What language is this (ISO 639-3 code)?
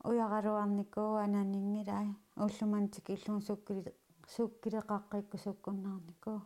kal